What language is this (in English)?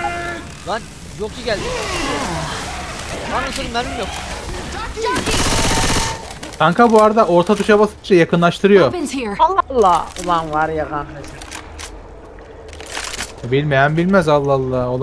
Turkish